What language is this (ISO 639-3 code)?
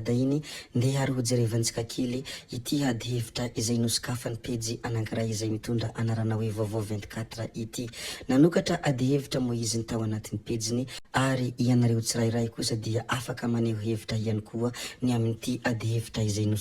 mlg